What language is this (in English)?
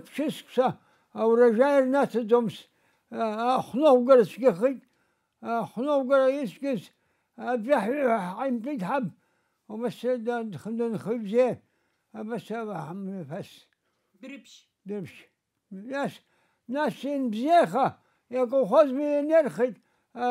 Abkhazian